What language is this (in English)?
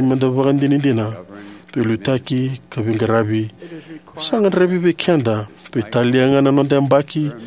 Fijian